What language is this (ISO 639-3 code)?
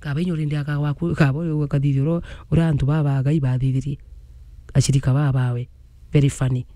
mer